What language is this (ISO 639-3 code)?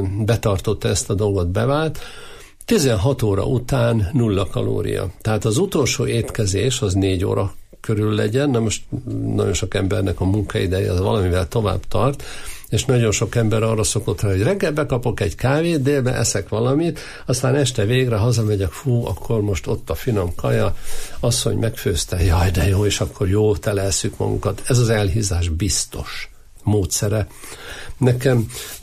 hun